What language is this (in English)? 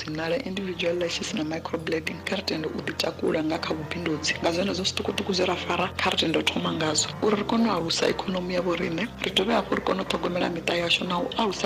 Venda